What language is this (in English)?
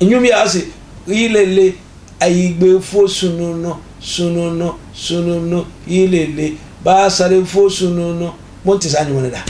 Akan